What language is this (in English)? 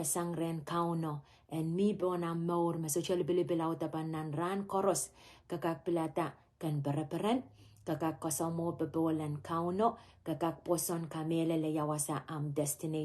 Pohnpeian